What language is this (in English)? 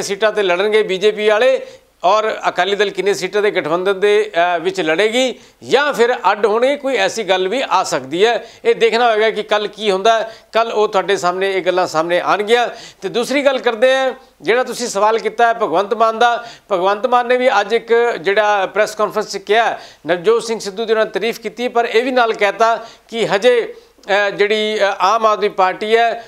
Punjabi